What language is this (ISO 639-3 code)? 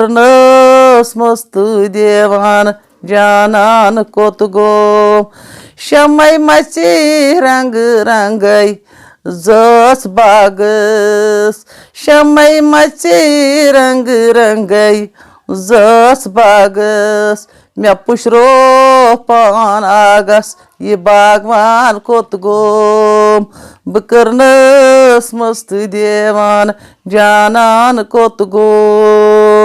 kas